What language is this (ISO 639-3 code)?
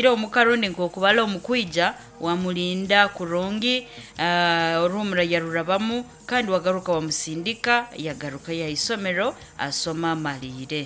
nyo